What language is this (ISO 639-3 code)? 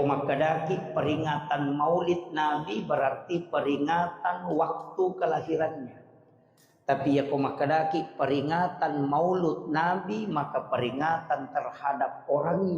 bug